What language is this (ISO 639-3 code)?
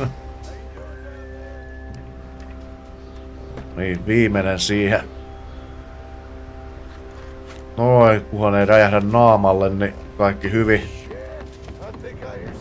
fin